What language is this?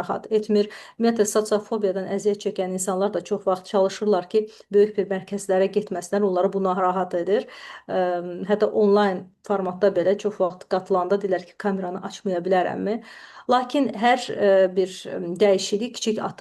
Azerbaijani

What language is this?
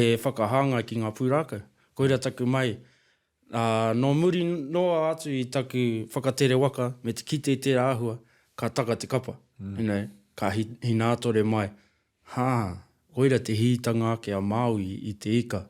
Māori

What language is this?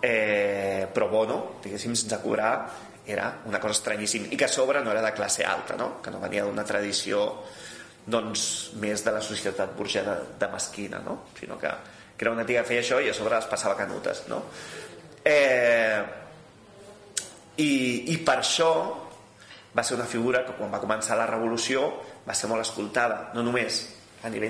Catalan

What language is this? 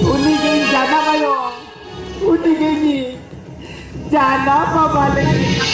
Santali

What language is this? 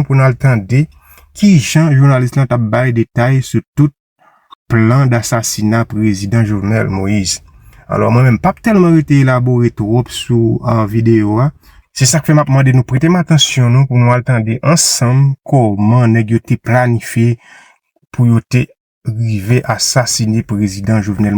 Haitian Creole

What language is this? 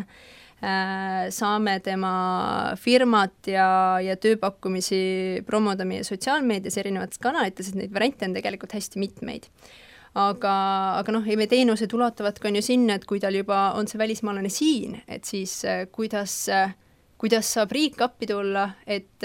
Estonian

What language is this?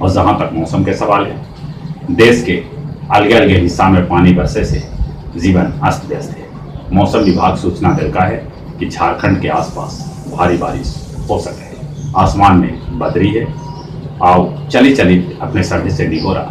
Magahi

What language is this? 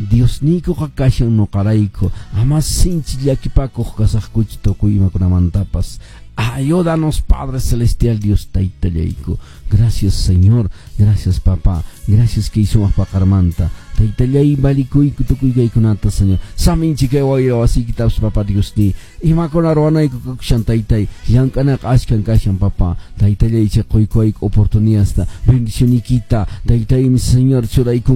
Quechua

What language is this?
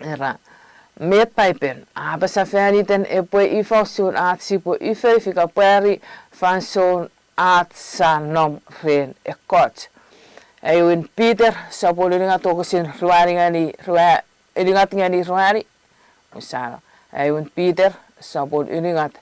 Chuukese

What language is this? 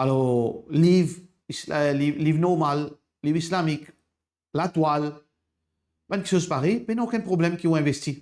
Morisyen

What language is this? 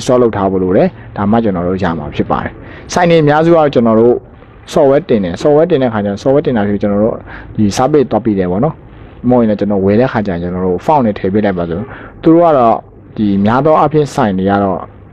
Burmese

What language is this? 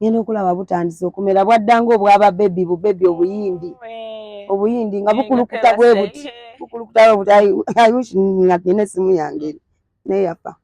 Ganda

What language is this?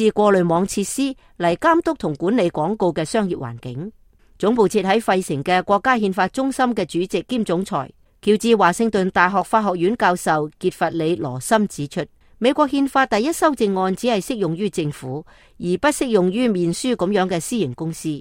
Cantonese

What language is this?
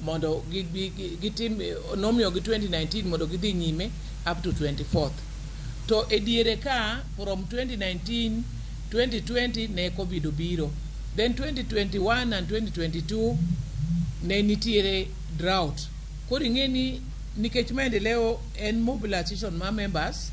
Luo (Kenya and Tanzania)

